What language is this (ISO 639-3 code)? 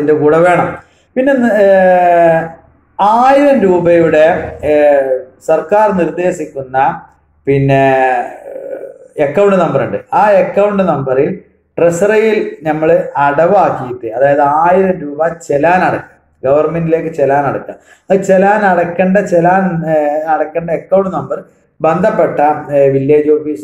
mal